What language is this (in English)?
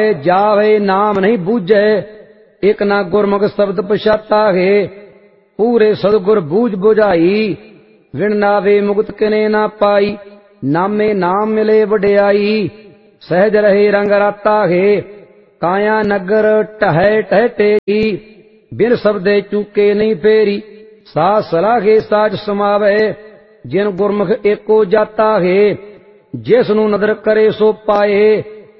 Punjabi